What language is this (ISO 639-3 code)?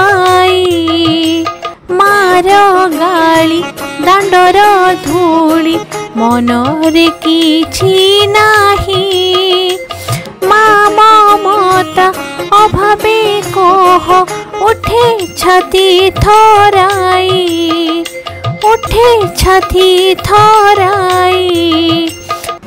ori